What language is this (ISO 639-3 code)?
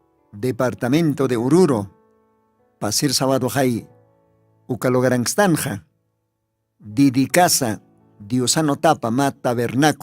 aym